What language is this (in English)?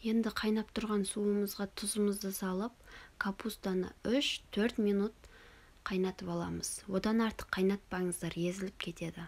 Kazakh